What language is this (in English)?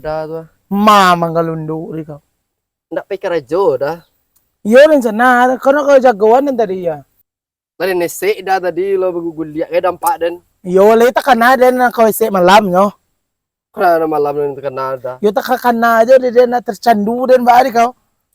Minangkabau